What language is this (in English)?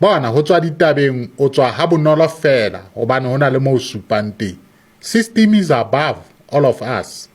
Southern Sotho